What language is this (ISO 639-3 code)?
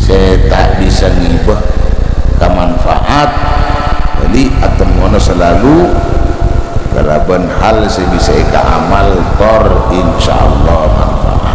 mad